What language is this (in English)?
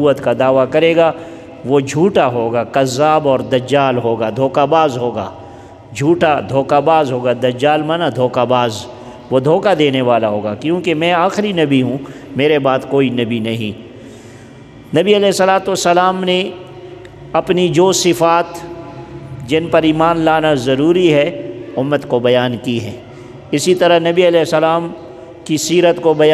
Urdu